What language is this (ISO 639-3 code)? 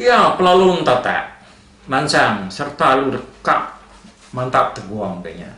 iba